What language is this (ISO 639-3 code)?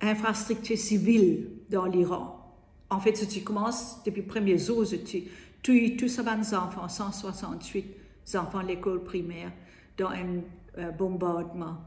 mfe